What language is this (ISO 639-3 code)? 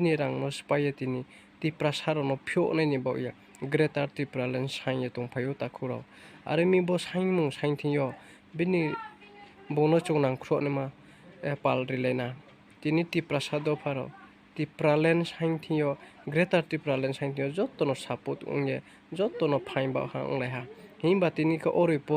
ria